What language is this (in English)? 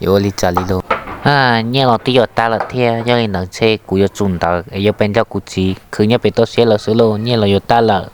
Hmong